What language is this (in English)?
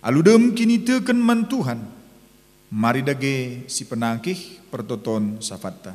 Batak Karo